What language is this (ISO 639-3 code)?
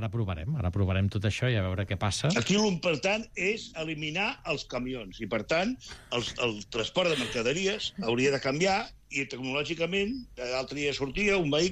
cat